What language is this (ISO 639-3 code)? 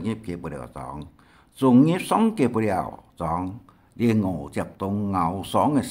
hak